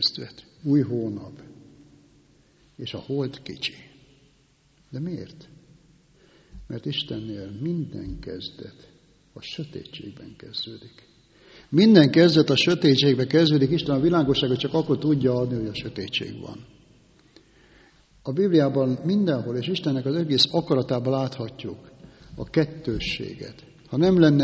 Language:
Hungarian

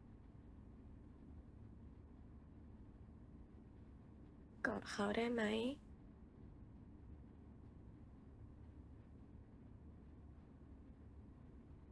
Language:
Thai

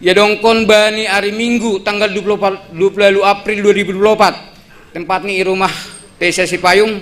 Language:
Batak Simalungun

